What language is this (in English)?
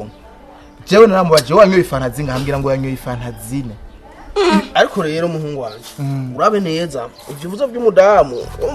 Rundi